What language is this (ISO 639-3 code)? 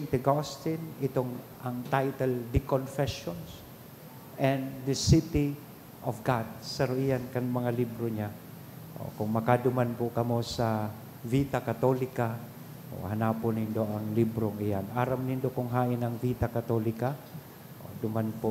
bik